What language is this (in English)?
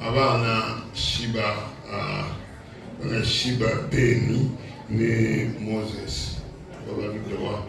Ganda